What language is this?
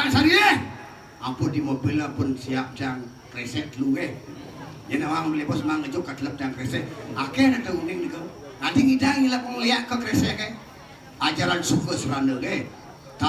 Balinese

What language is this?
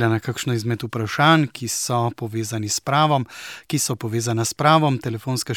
Slovenian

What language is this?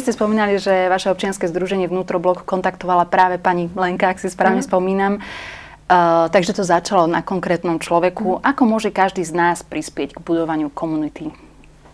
Slovak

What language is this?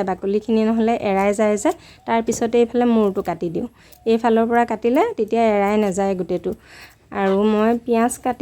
Assamese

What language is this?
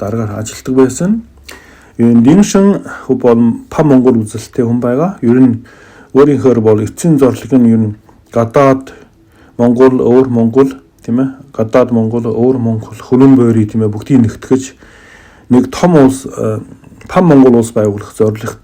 Mongolian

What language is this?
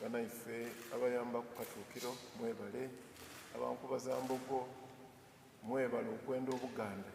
Soga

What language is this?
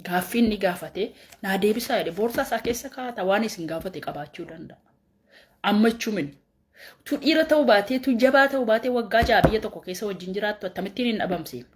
Oromo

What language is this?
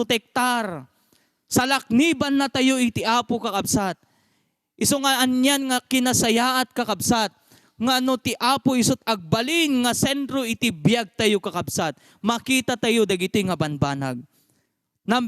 Iloko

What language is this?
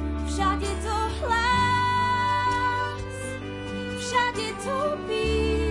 Slovak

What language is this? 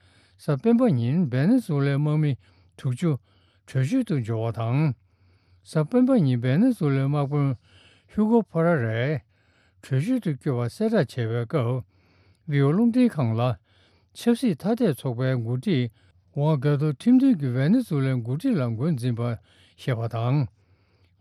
Tibetan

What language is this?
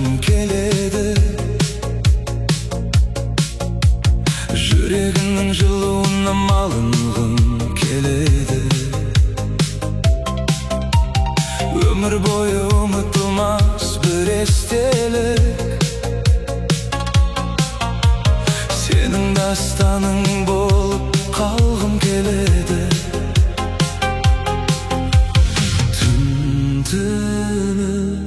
Kazakh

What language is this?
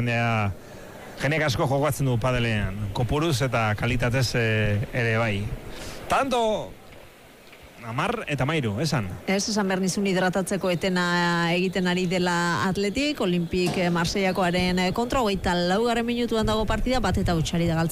Basque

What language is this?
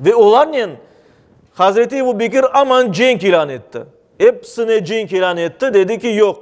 Crimean Tatar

